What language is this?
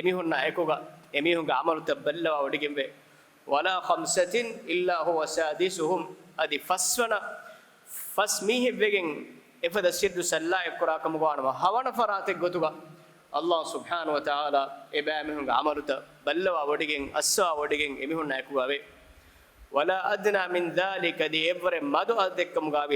Divehi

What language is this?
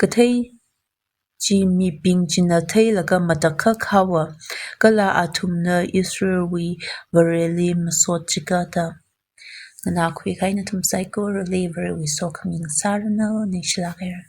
Tangkhul Naga (India)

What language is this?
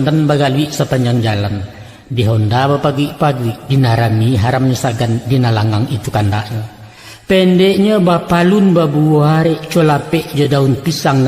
Minangkabau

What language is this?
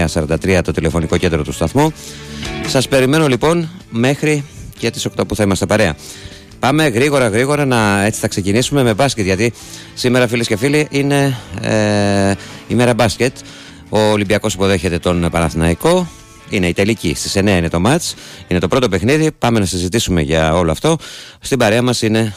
Greek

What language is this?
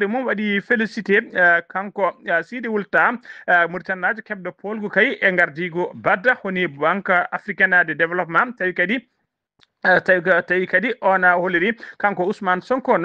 Fula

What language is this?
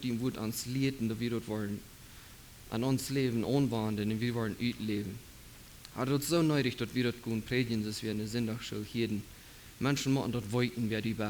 Plautdietsch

